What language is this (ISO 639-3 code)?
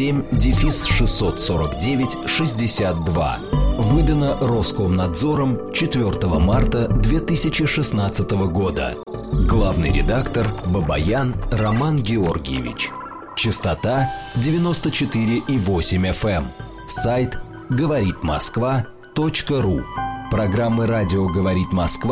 rus